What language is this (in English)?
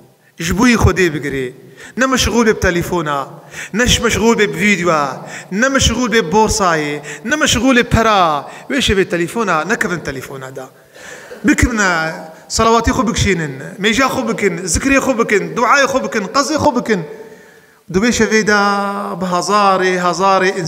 Kurdish